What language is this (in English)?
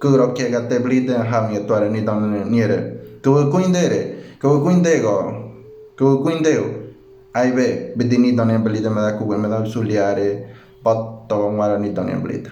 Ngäbere